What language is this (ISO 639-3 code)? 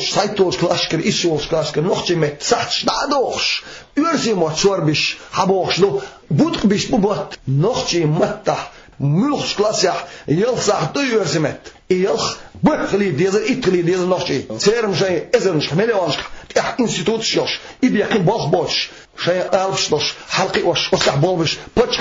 che